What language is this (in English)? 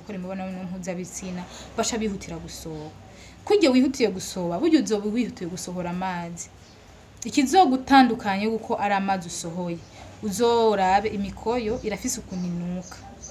Rundi